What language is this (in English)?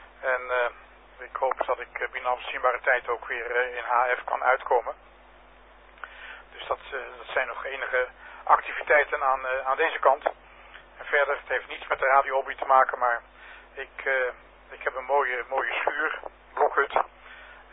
Dutch